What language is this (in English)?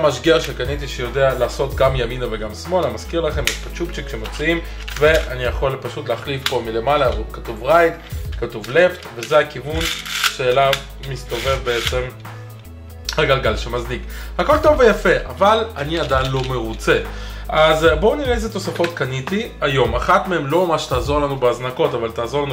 Hebrew